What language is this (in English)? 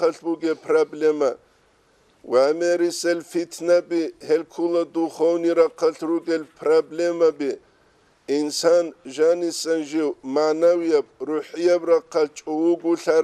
Avaric